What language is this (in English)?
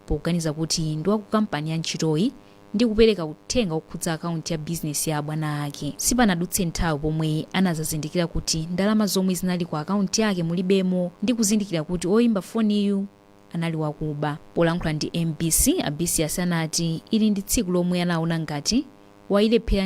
Nyanja